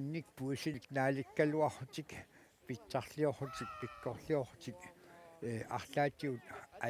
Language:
Kalaallisut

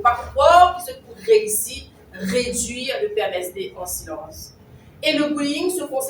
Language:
Morisyen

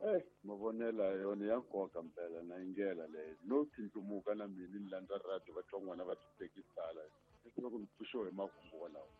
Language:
Tsonga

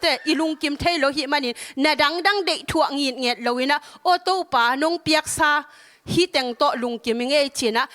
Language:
Tedim Chin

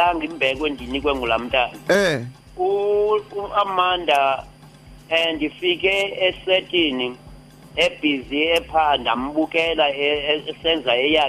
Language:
Xhosa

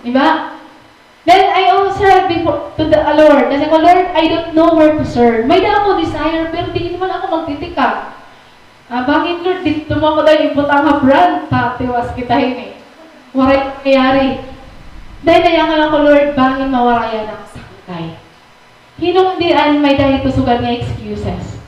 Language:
Waray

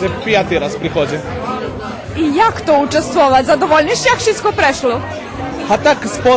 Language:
Rusyn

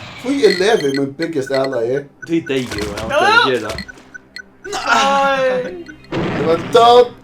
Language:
Faroese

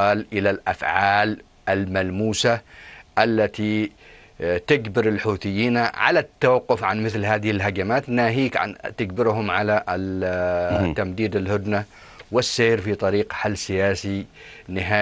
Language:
Arabic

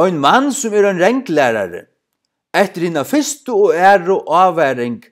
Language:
Faroese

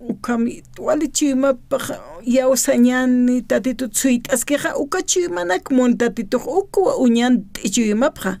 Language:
Aymara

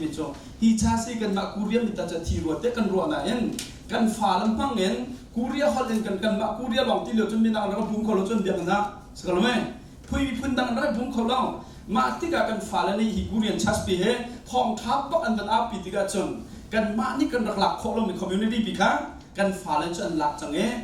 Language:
Hakha Chin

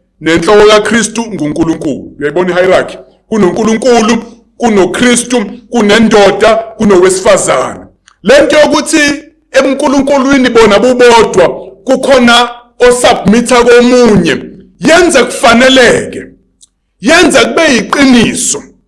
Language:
Zulu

